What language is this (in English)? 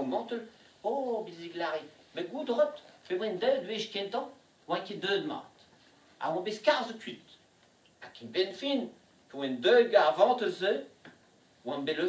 Breton